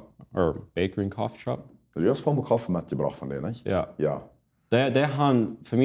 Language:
Plautdietsch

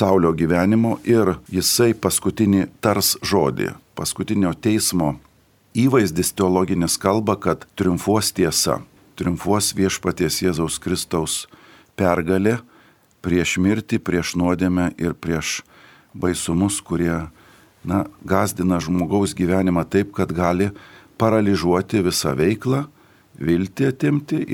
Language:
Lithuanian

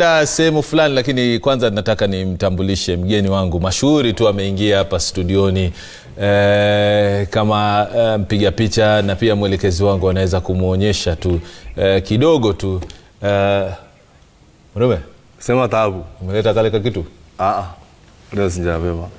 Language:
Swahili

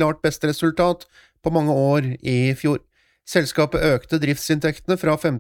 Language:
Norwegian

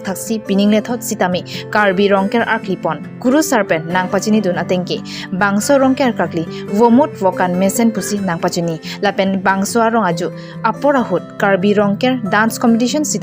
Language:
Karbi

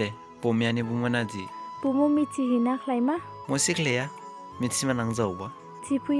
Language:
Dimasa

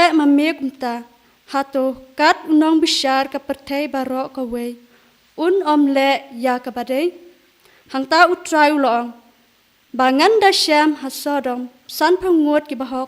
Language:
Khasi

